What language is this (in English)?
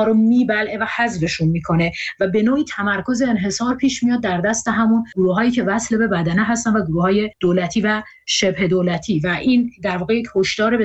Persian